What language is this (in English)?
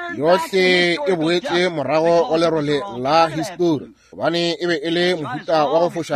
Northern Sotho